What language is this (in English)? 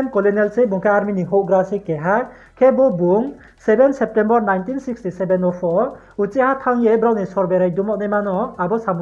Riang (India)